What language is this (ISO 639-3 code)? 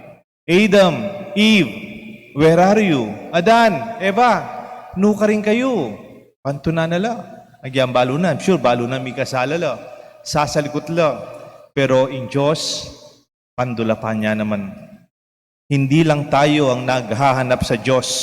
pam